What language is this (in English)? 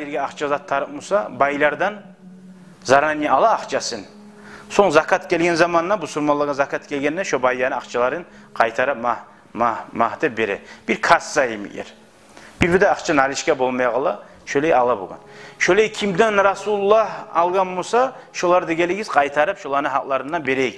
Kumyk